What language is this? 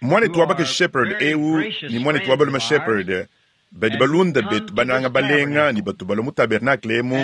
Luba-Lulua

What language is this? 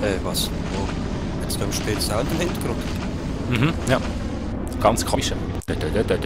Swiss German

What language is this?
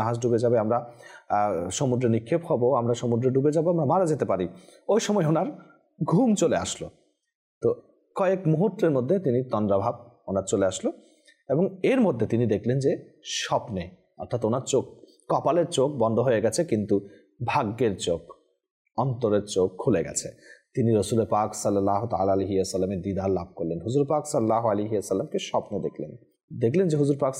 Bangla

